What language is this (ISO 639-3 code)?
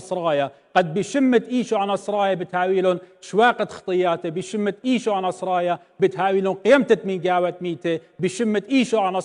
aii